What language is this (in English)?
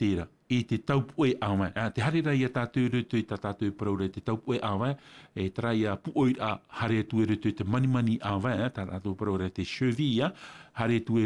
Tahitian